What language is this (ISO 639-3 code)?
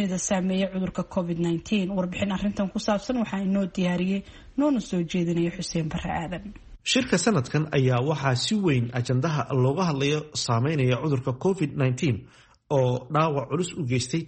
som